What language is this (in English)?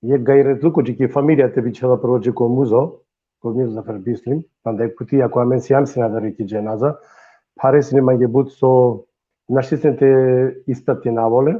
Balkan Romani